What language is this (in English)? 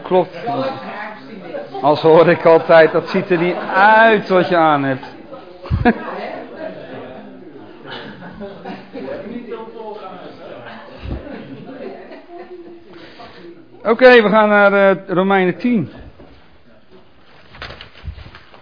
Dutch